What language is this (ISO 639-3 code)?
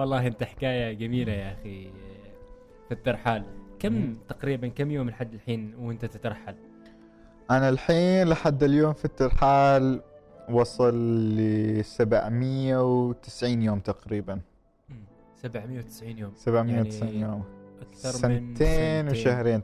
afb